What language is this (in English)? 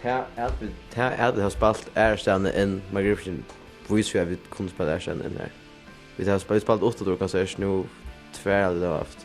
Faroese